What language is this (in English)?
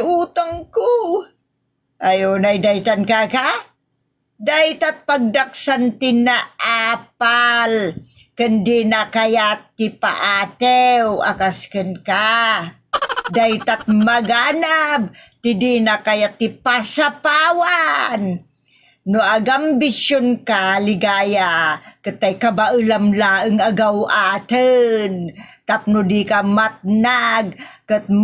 Iloko